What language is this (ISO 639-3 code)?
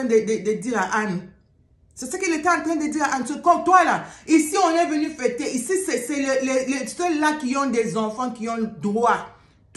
fra